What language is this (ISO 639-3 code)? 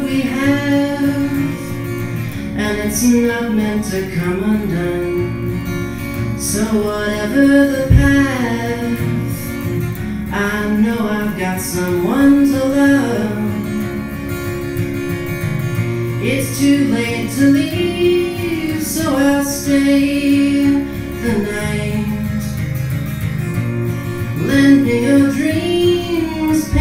eng